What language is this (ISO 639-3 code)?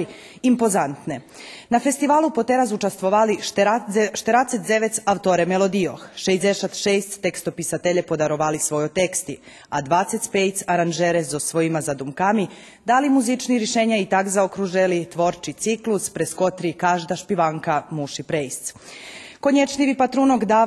rue